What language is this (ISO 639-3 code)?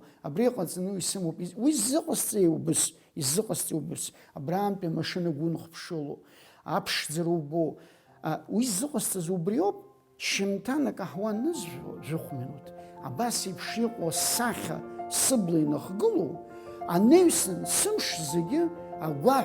abk